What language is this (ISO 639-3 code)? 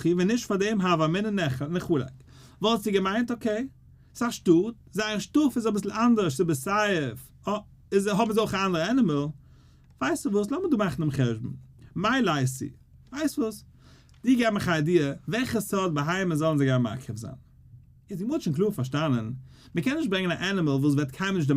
yid